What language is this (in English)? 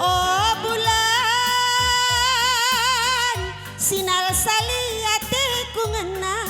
Batak Karo